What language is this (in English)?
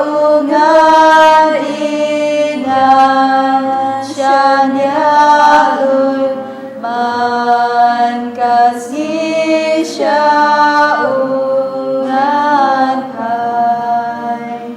Khasi